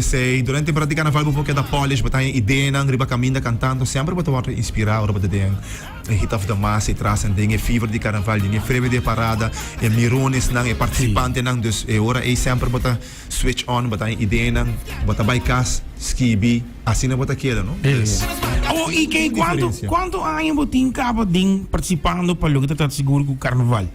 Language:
Papiamento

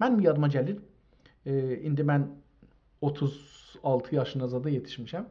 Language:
South Azerbaijani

